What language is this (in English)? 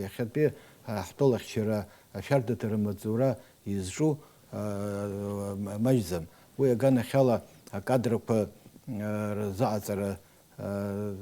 Abkhazian